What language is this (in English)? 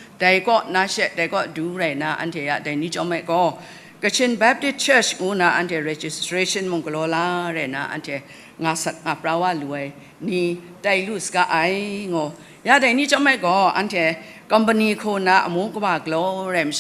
Kachin